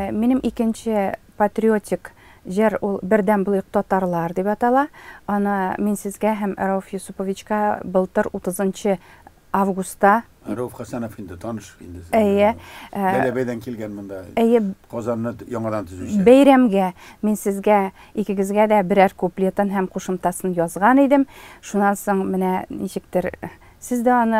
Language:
Tatar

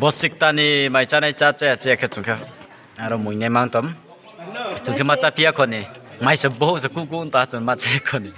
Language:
Riang (India)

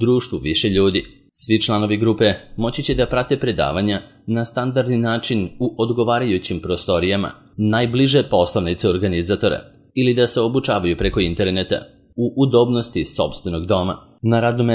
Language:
Serbian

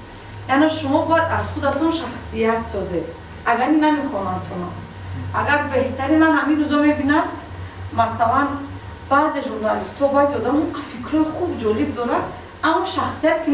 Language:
Tajik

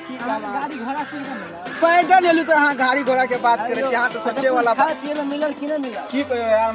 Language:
Maithili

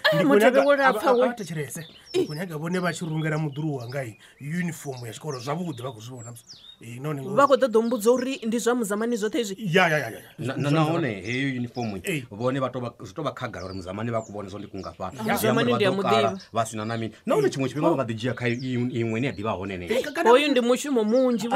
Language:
Venda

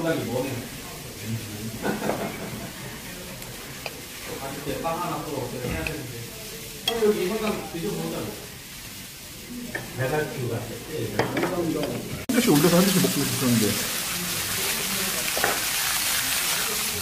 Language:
Korean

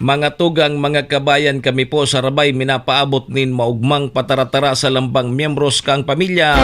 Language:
Bikol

